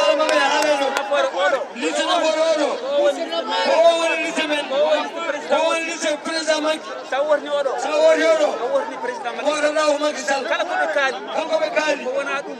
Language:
Fula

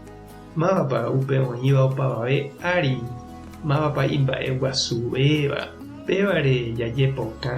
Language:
Guarani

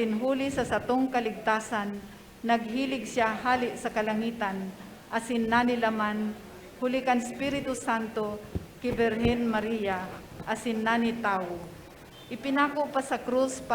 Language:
Bikol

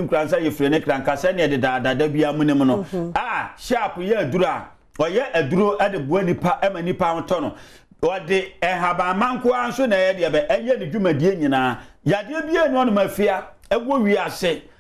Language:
Akan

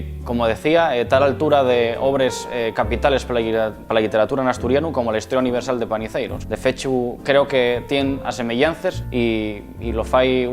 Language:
Asturian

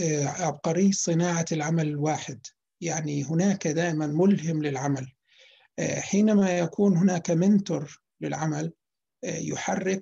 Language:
Arabic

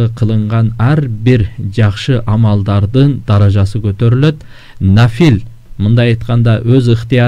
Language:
Kyrgyz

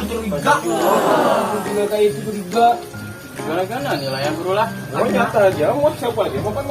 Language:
Banjar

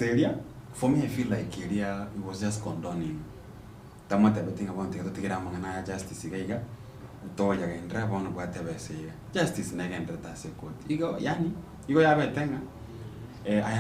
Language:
Gusii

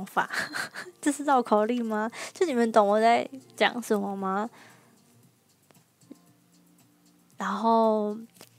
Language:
Chinese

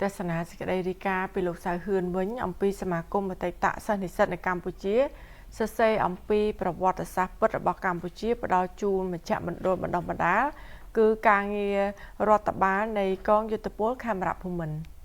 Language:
Khmer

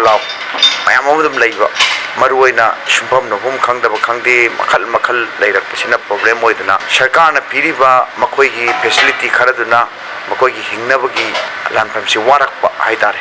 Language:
Manipuri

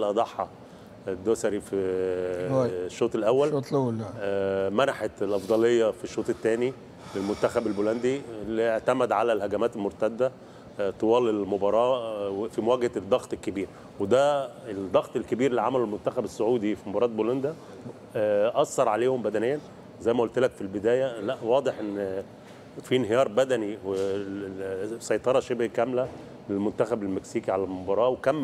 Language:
Tunisian Arabic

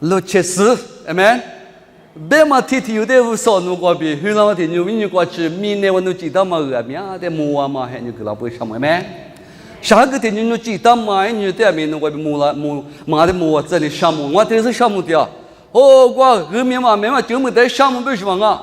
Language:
Lisu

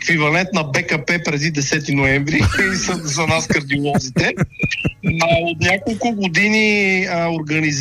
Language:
Bulgarian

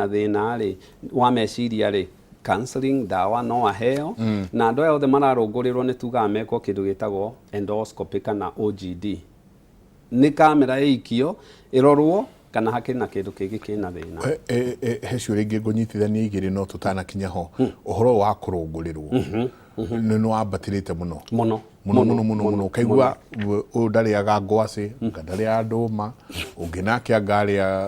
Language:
Kikuyu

